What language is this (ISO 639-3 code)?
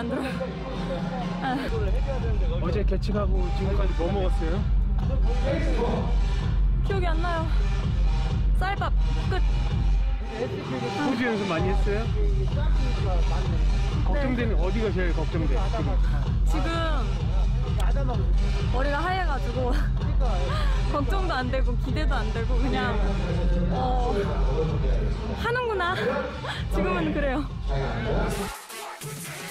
kor